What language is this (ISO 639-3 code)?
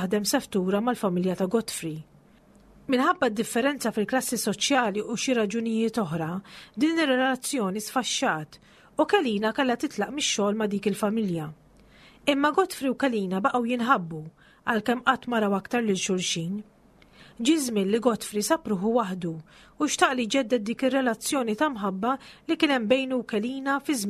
mlt